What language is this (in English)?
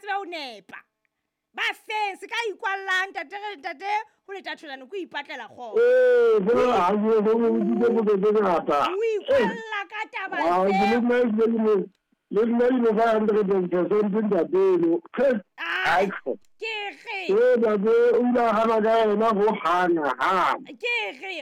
Southern Sotho